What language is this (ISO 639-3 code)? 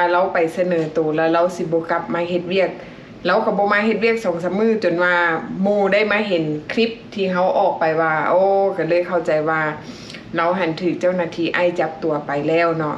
lao